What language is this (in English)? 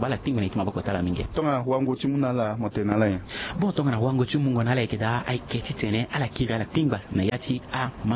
Sango